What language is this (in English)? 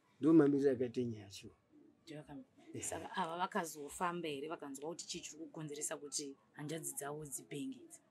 Shona